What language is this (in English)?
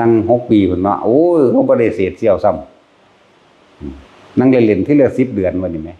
Northeastern Thai